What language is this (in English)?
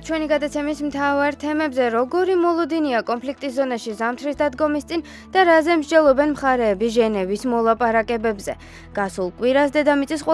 Georgian